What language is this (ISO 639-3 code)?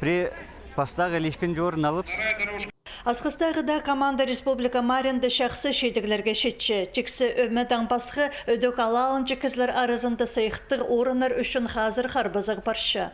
kjh